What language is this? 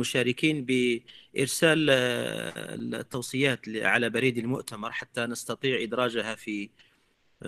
Arabic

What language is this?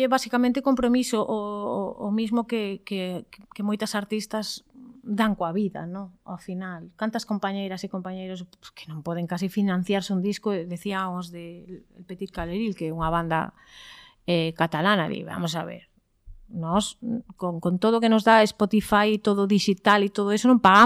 Galician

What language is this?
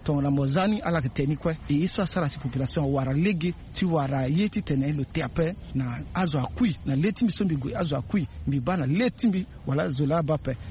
Sango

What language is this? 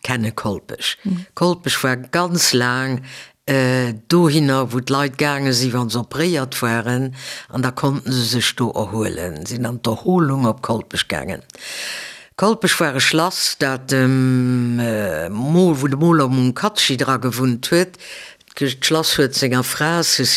Luxembourgish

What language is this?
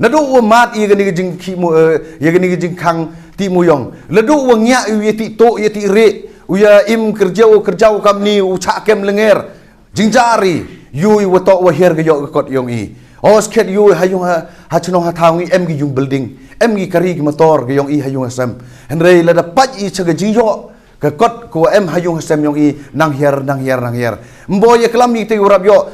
Pnar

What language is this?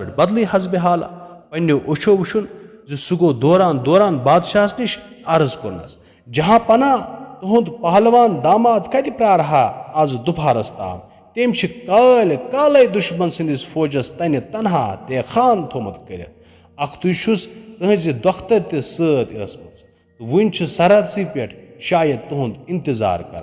Kashmiri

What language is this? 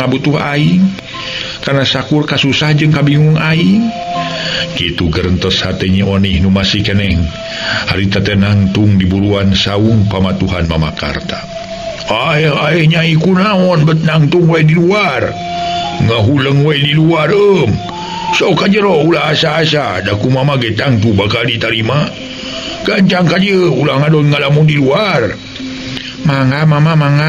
Sundanese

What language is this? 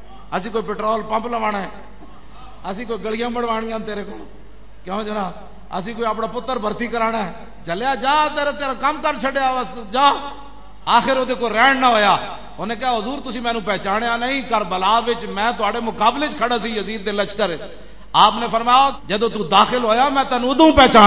Western Panjabi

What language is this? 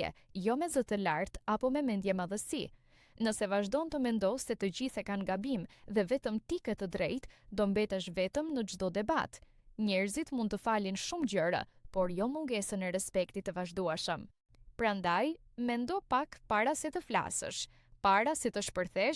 Albanian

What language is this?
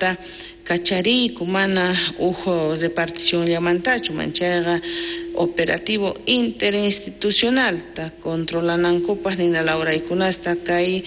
South Bolivian Quechua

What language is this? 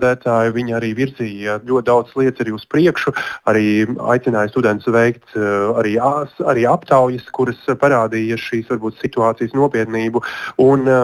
Latvian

